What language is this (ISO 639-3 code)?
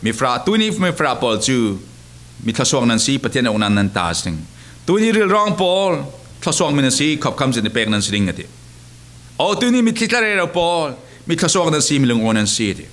cfm